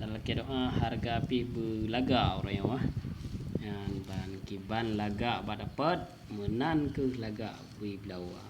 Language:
Achinese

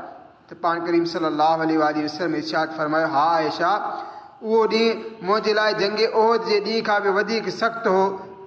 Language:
Sindhi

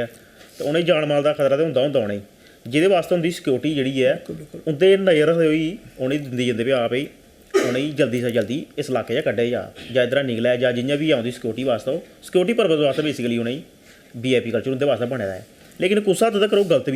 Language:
Dogri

